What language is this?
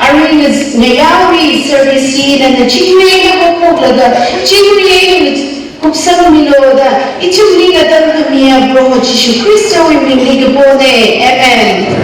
Tangkhul Naga (India)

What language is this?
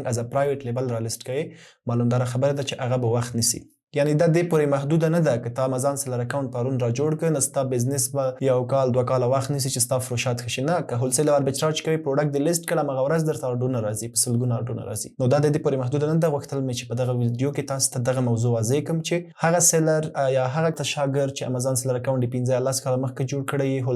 Pashto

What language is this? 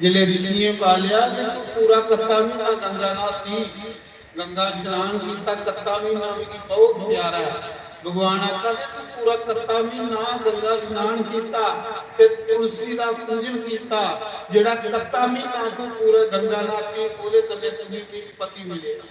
Dogri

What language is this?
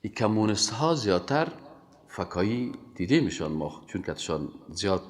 Persian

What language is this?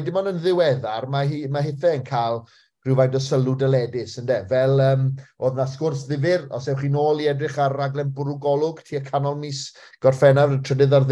Welsh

